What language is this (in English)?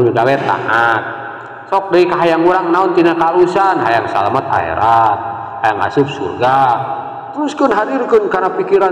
Sundanese